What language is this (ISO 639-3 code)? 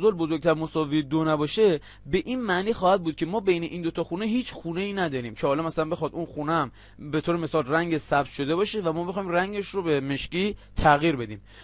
fas